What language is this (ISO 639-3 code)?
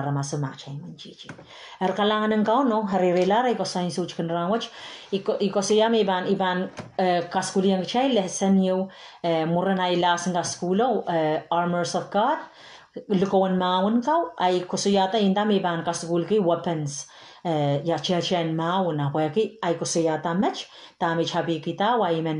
pon